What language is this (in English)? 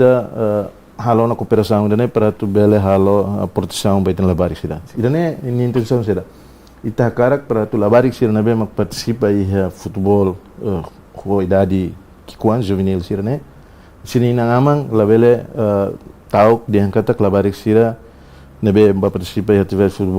Tetum